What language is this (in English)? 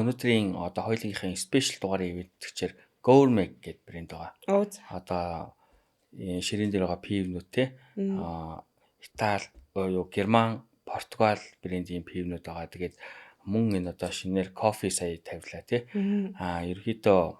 Mongolian